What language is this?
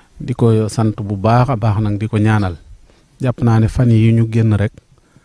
Wolof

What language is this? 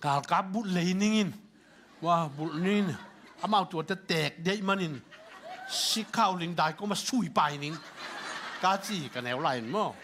Tedim Chin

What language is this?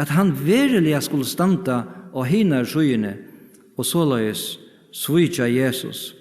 Faroese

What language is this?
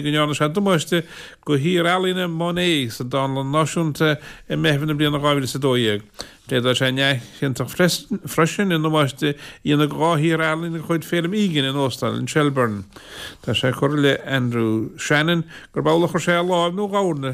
Irish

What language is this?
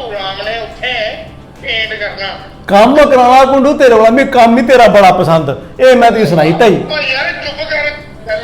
Dogri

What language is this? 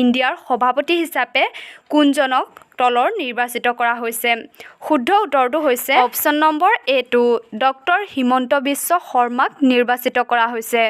Assamese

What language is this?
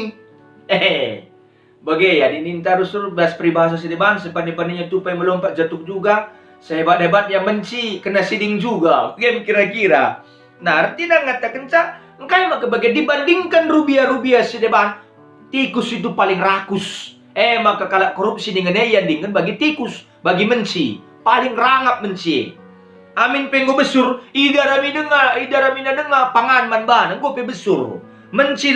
Batak Karo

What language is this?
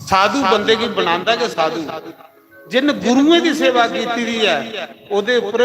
Dogri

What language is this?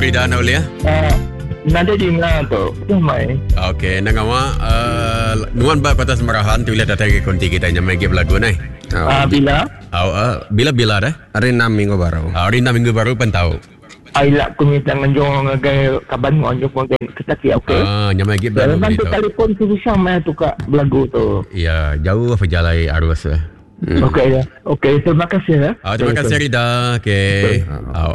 Iban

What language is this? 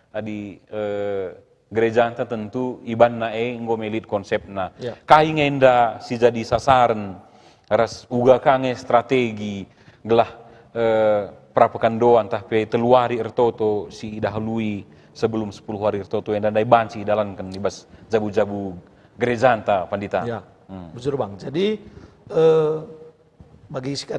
Batak Karo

